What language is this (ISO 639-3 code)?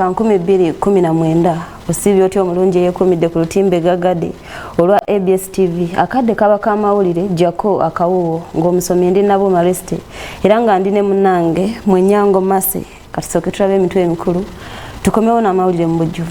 lug